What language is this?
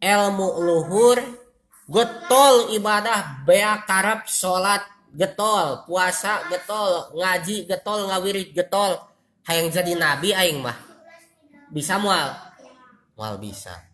Sundanese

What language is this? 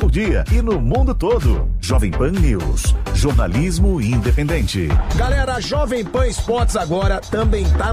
Portuguese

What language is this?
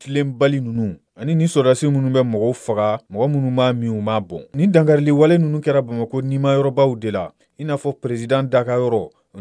Bambara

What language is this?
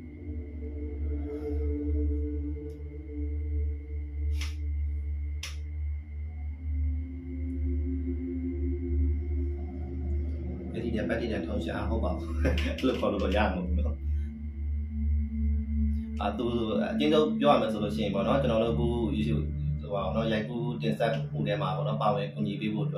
Burmese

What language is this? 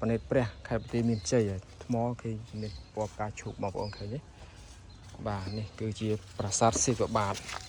Khmer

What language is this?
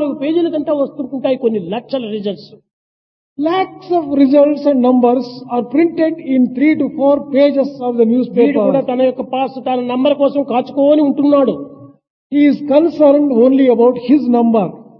Telugu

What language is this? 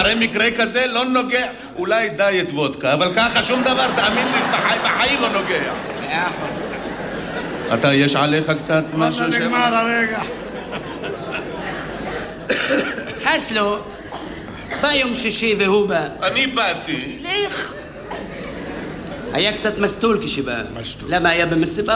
Hebrew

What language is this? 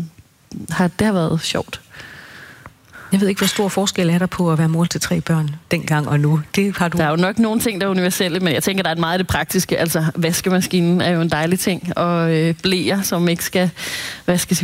Danish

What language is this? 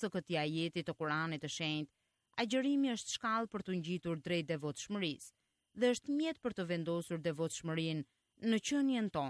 Albanian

